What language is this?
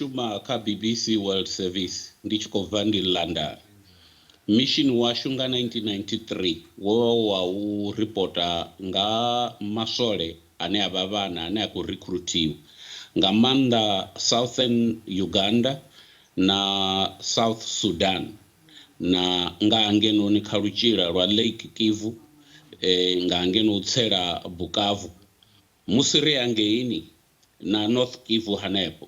Venda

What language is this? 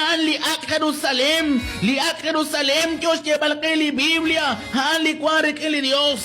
Kekchí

